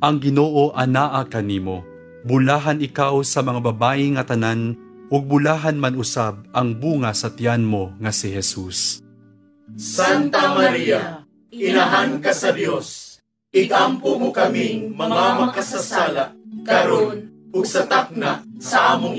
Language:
Cebuano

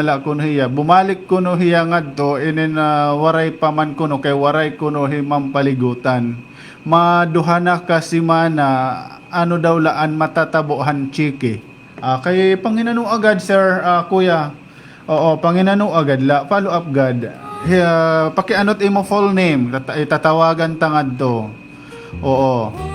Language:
Waray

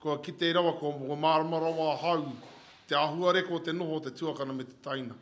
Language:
Māori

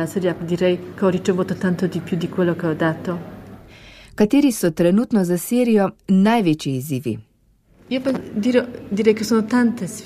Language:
Slovenian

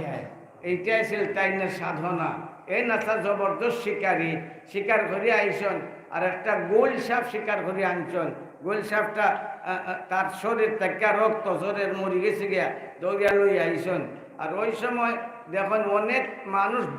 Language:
Sylheti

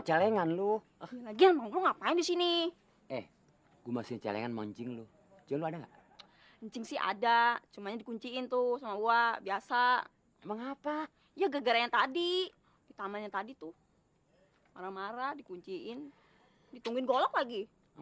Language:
Betawi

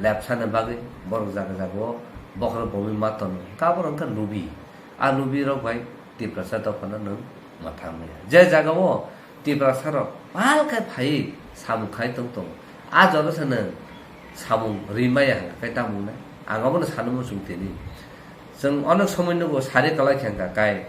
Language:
Kok Borok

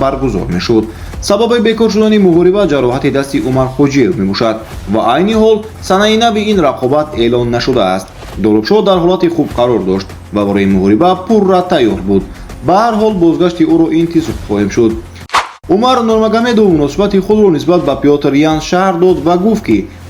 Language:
Tajik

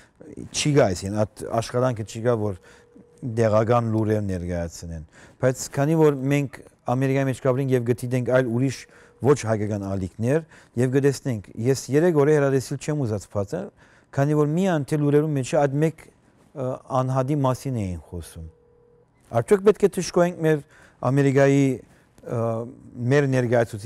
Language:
Western Armenian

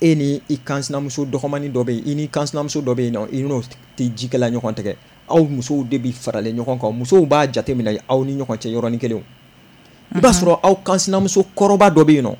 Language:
Bambara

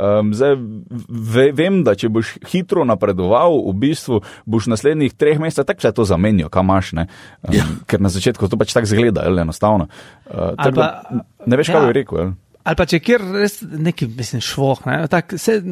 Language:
Slovenian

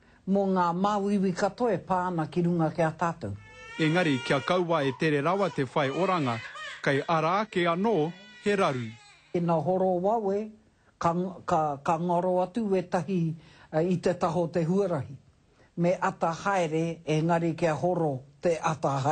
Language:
Māori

